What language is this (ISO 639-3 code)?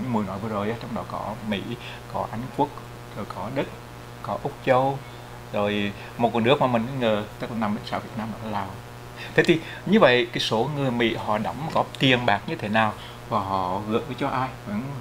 vie